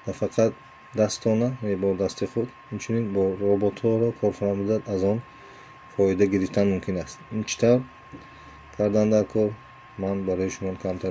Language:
Tajik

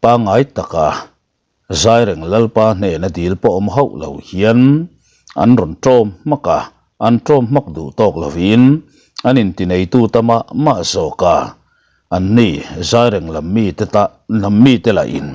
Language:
Mizo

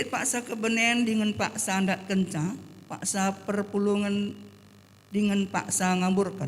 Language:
Batak Karo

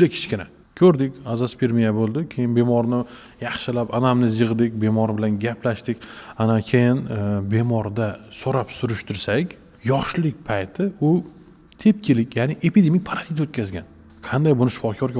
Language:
Uzbek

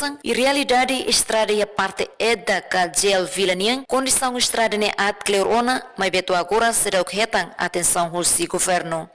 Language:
Tetum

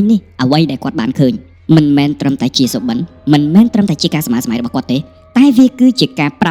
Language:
Khmer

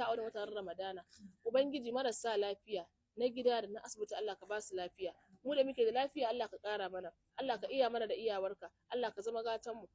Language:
Hausa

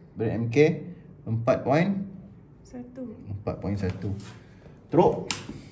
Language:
Malay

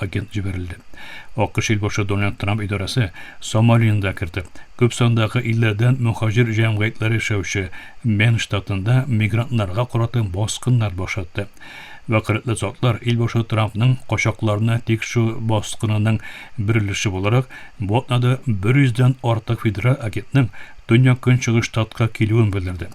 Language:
Tatar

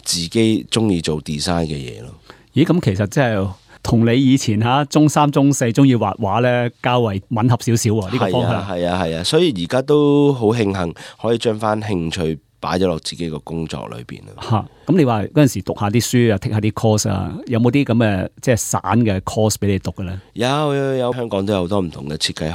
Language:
Cantonese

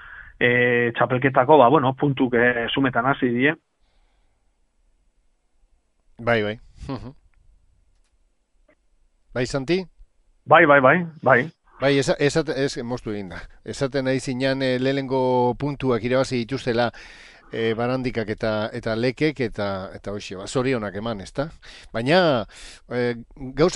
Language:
Basque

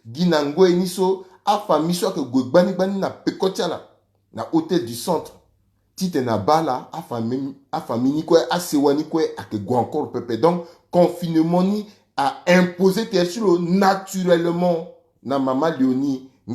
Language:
Sango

